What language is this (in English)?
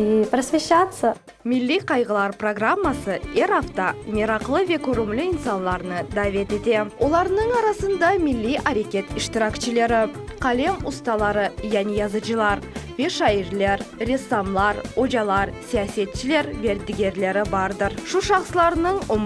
Crimean Tatar